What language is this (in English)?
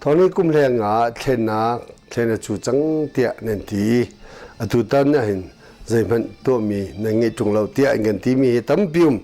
Hakha Chin